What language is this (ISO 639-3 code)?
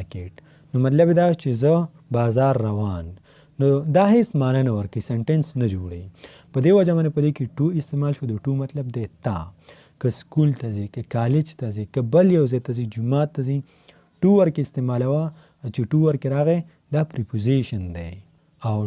pus